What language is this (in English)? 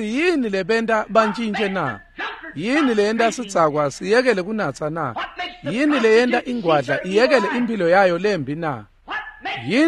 Swati